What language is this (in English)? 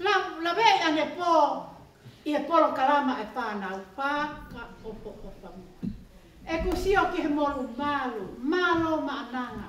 Tongan